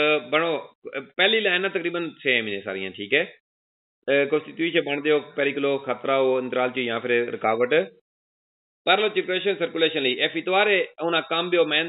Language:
Punjabi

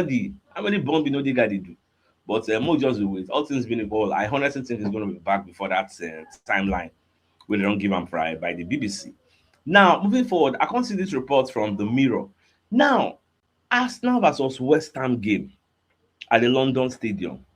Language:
Nigerian Pidgin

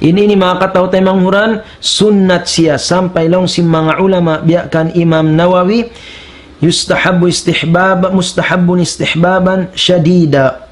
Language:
Tausug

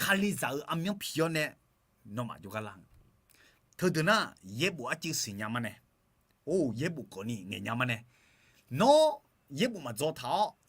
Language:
Akha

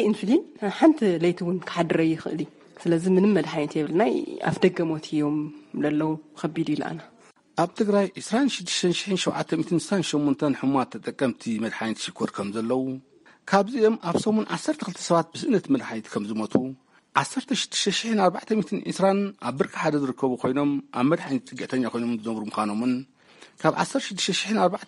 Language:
Tigrinya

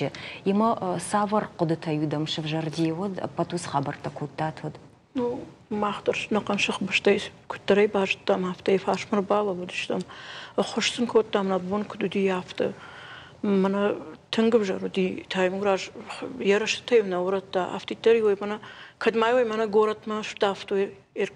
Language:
Ossetic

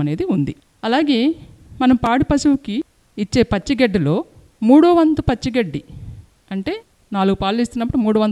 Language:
Telugu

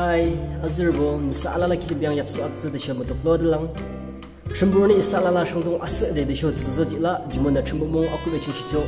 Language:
Yimchungru Naga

